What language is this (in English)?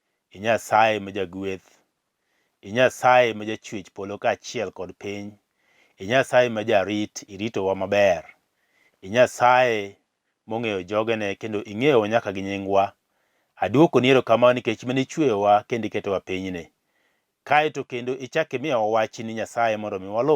Luo (Kenya and Tanzania)